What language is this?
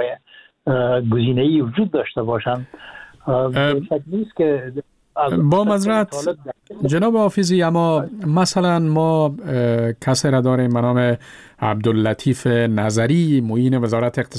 Persian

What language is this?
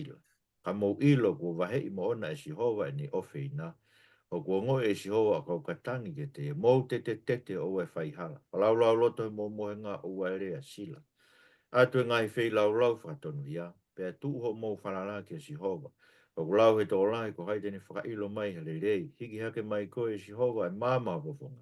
Tongan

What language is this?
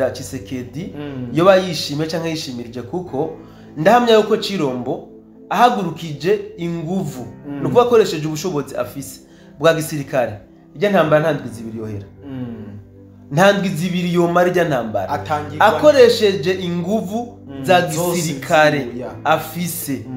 Rundi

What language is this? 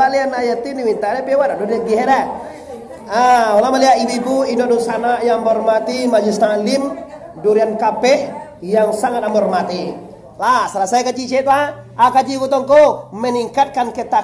Minangkabau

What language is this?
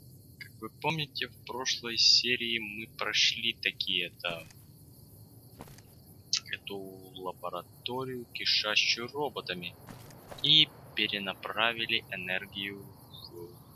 Russian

